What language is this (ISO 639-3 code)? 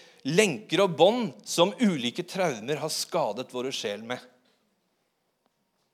nor